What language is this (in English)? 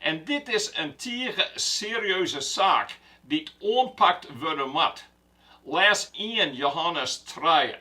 Western Frisian